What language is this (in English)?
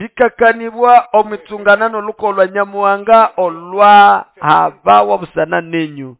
Nande